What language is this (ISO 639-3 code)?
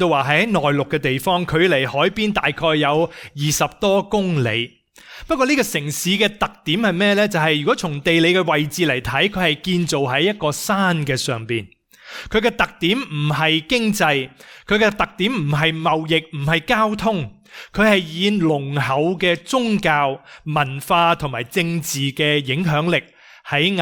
yue